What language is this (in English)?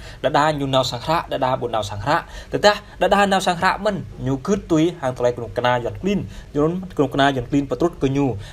Jarai